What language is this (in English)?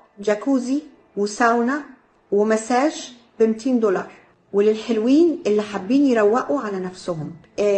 Egyptian Arabic